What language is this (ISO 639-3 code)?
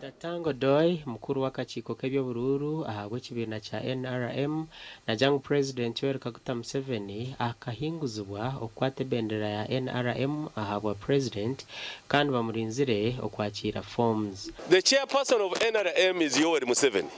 nyn